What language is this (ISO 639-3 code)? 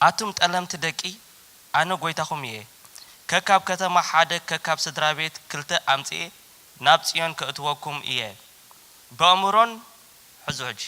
tir